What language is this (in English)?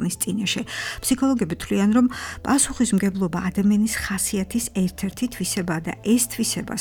Georgian